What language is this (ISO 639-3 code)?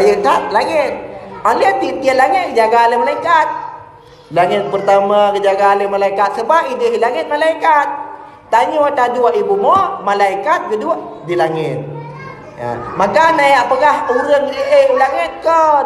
ace